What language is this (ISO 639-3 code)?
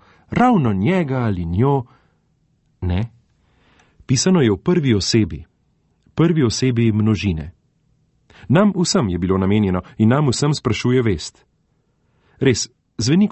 slv